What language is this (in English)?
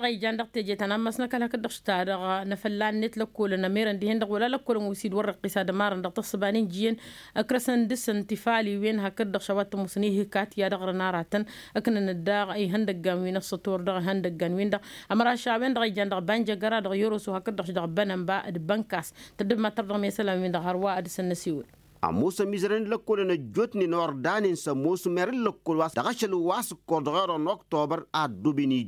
Tamasheq